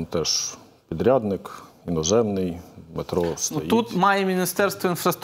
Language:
Ukrainian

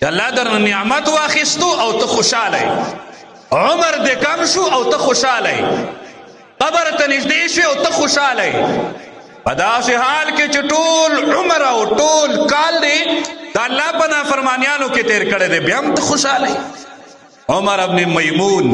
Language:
Pashto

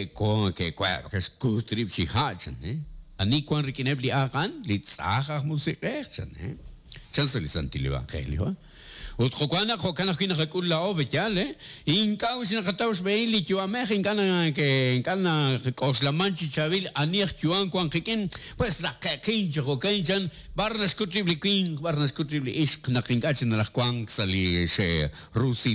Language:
Kekchí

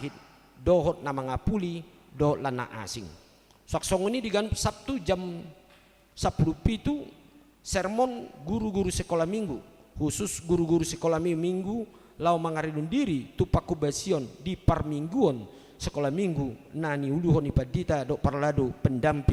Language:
Batak Toba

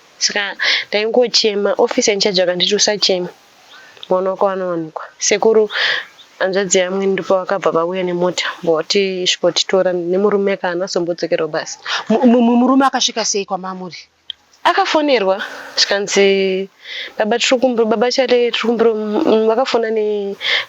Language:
Shona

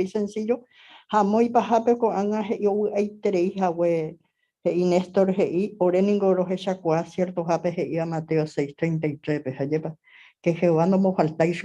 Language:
Guarani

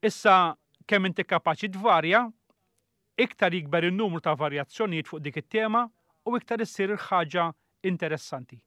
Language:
Maltese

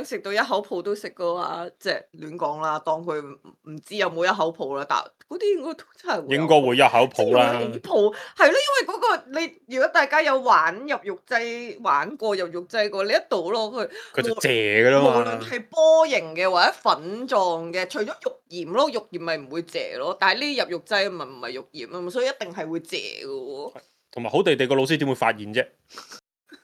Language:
Cantonese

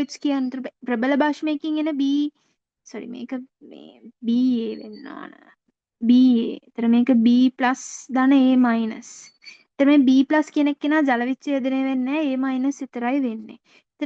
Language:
Sinhala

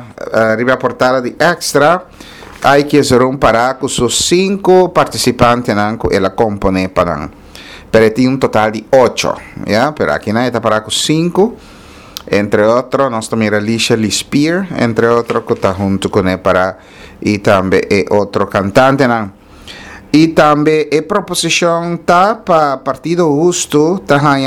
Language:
Papiamento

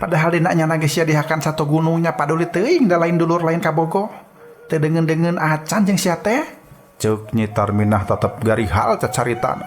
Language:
Sundanese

